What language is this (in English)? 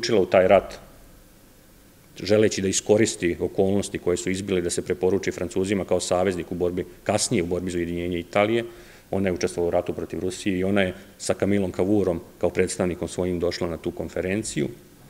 Serbian